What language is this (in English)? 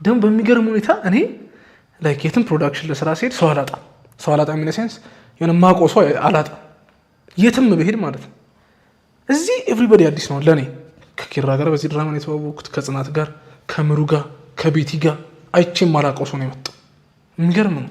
Amharic